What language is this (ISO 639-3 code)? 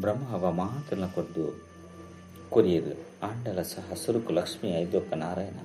tcy